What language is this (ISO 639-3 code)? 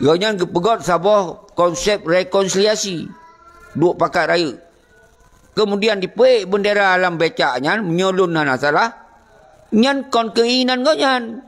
ace